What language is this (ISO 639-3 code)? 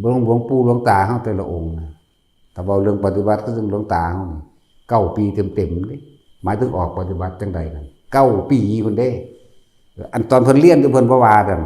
tts